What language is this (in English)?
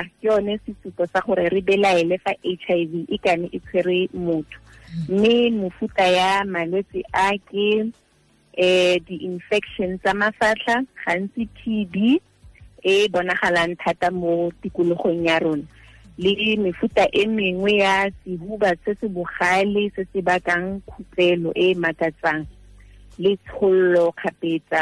Tswana